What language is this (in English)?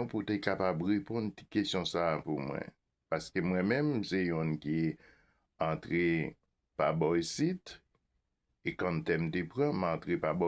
Haitian Creole